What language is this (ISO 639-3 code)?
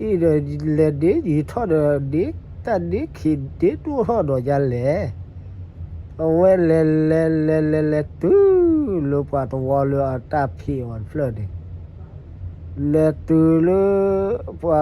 ksw